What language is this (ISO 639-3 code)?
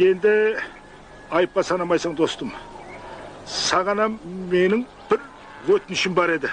kaa